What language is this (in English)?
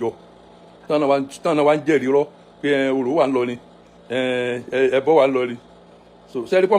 Yoruba